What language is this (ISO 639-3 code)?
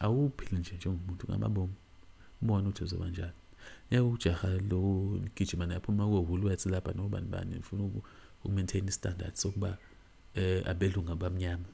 zul